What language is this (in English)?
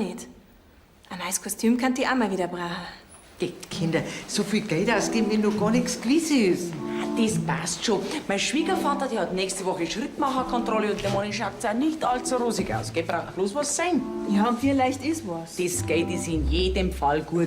Bavarian